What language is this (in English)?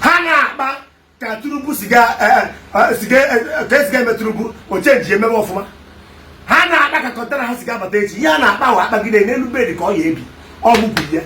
Igbo